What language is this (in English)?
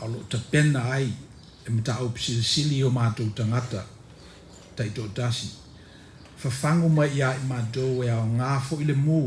Samoan